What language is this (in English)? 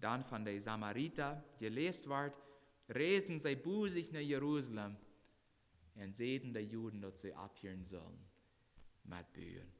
Plautdietsch